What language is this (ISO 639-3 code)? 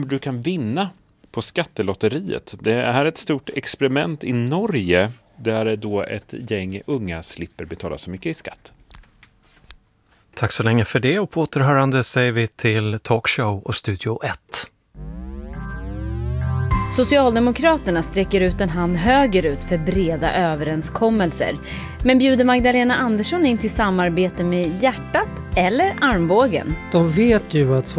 swe